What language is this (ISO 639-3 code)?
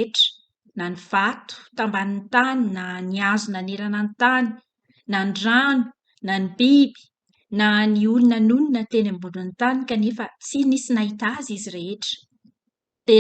mlg